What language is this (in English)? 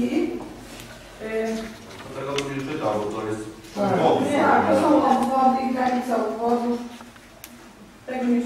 Polish